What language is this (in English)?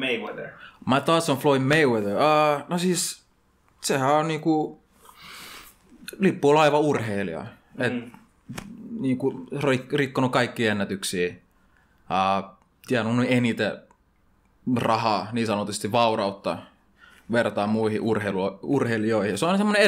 Finnish